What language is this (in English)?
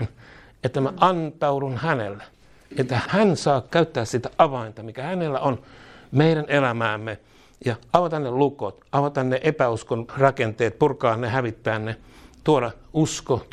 Finnish